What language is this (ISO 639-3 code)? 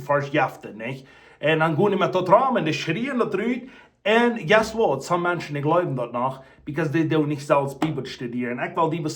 pdt